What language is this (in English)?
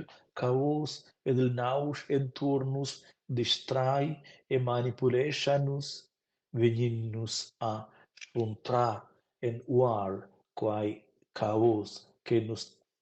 Romansh